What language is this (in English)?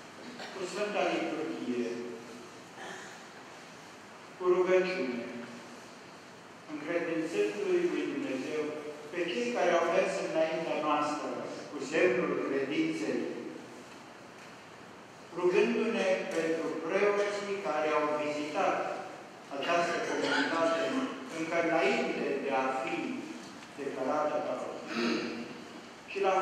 Romanian